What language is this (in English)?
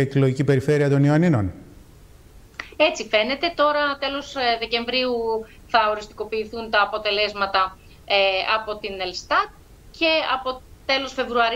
Greek